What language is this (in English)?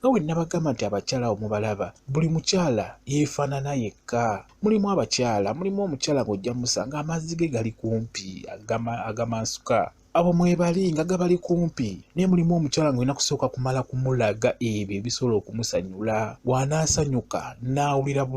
Ganda